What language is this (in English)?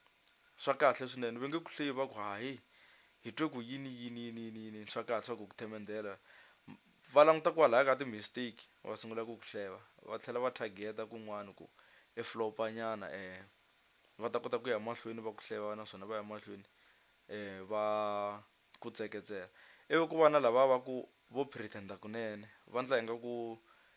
Tsonga